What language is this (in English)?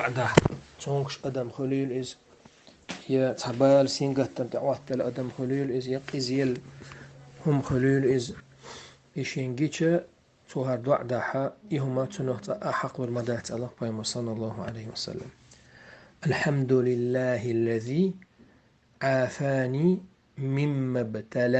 Chechen